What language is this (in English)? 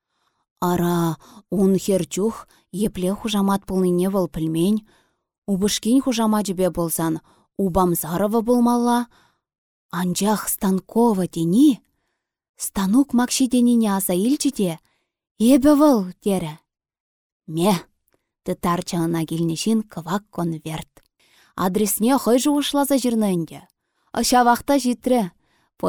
Chuvash